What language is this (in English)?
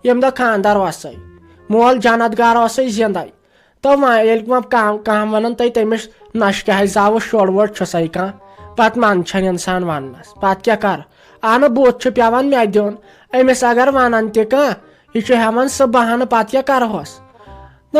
Kashmiri